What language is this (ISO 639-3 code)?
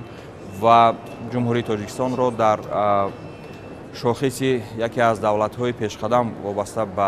tgk